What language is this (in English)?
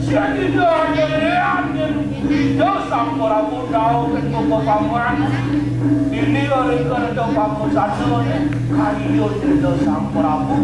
Balinese